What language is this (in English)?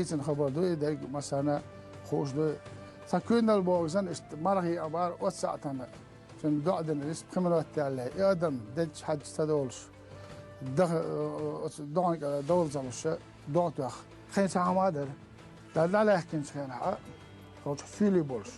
Chechen